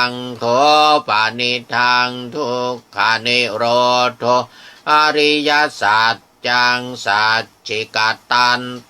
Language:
Pali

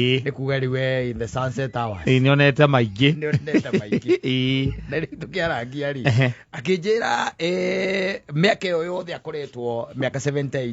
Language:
Kikuyu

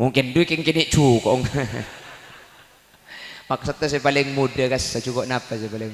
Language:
Madurese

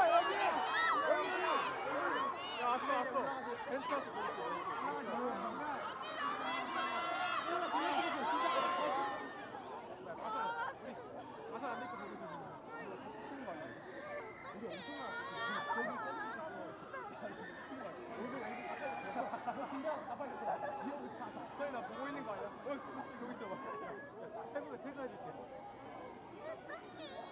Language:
Korean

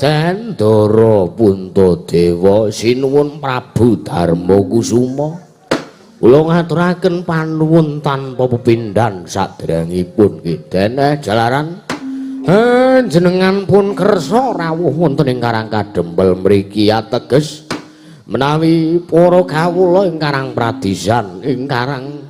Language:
Javanese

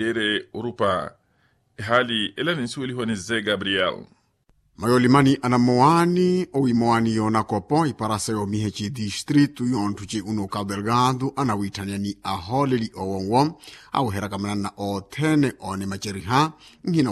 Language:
Makhuwa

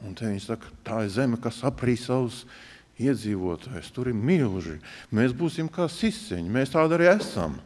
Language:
Latvian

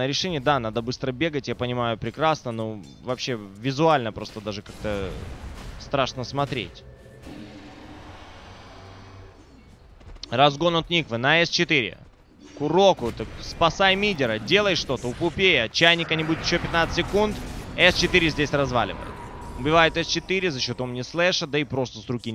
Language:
Russian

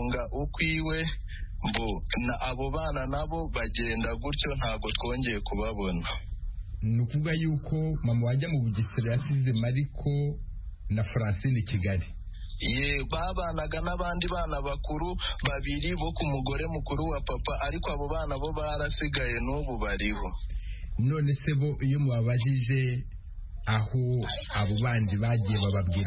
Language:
Kinyarwanda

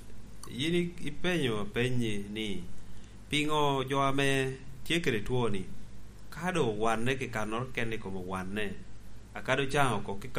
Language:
Lango (Uganda)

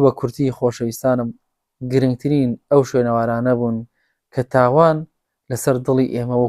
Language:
Central Kurdish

